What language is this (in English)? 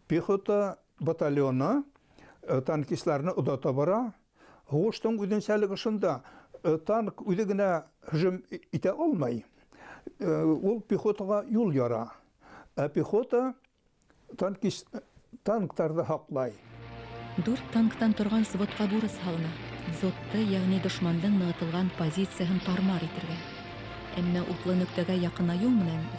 Bashkir